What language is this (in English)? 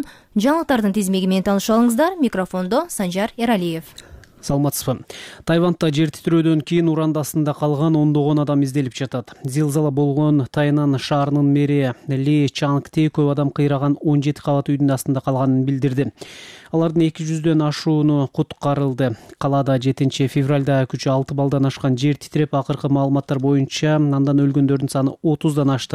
Kyrgyz